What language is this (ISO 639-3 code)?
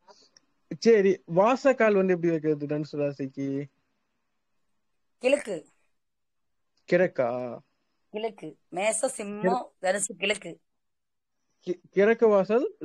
tam